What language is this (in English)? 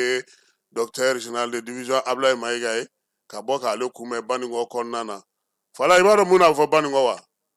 Bambara